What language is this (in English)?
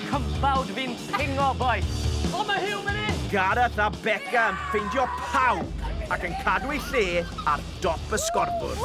Welsh